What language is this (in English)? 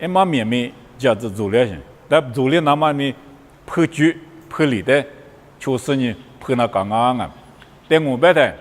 Lisu